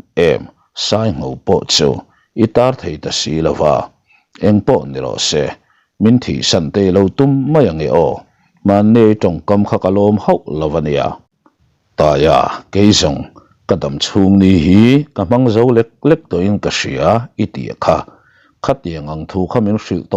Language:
Mizo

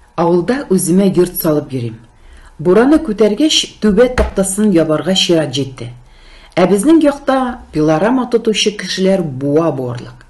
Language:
Tatar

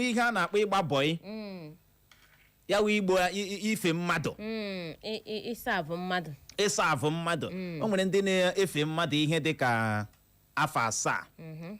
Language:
Igbo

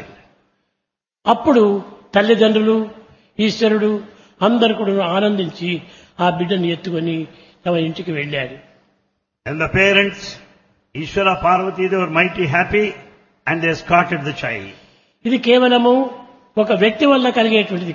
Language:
Telugu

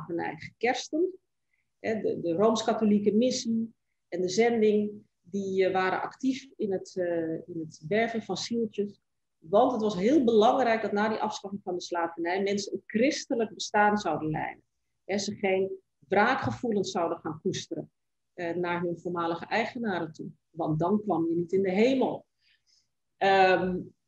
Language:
Dutch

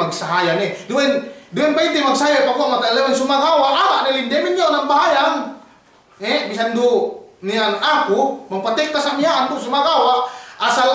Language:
Yakan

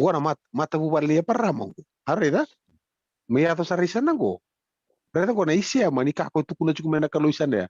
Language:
Fijian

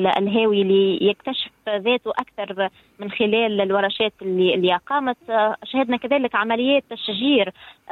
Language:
Tunisian Arabic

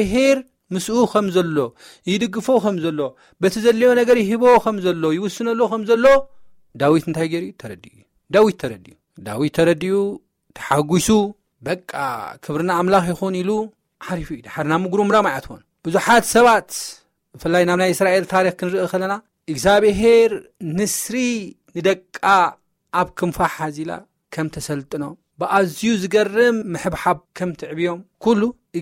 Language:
Tigrinya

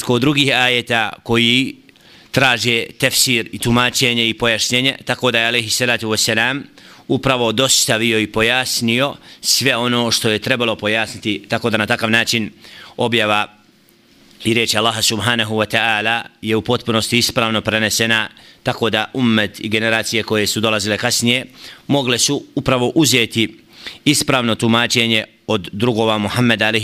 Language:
Bosnian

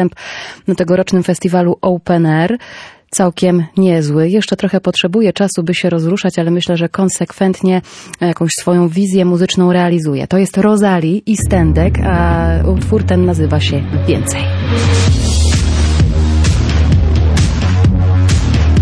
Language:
Polish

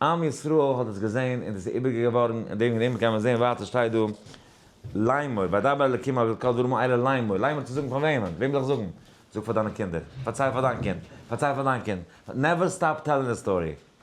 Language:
Yiddish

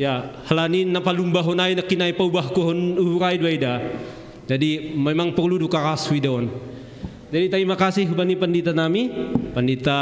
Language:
Batak Simalungun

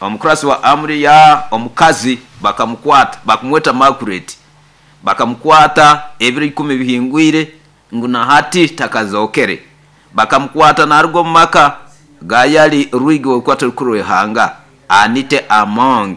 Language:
Nyoro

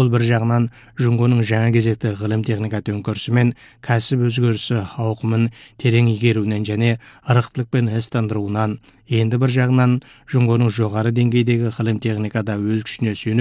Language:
Kazakh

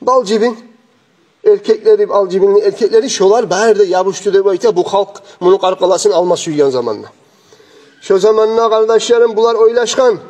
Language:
Kumyk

